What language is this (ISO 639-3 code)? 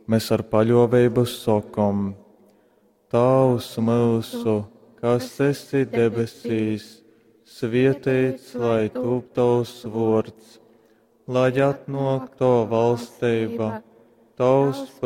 ltg